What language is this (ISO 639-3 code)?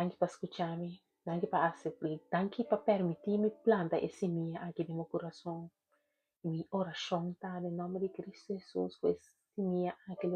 pap